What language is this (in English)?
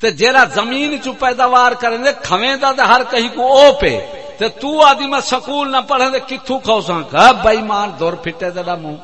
Saraiki